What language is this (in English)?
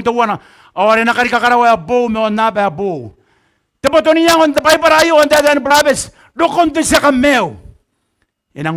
Gilbertese